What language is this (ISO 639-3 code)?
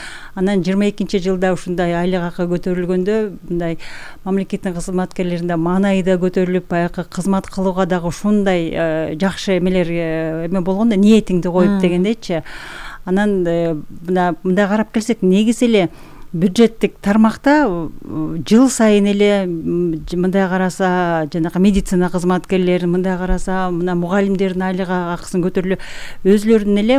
kir